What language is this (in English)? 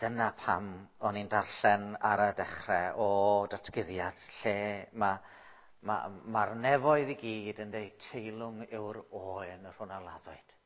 Welsh